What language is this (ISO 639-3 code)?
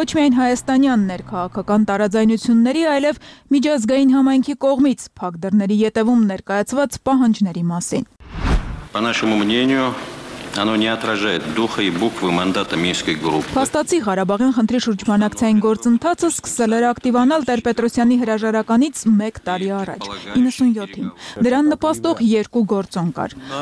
hye